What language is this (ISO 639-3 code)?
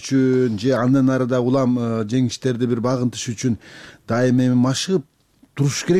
kir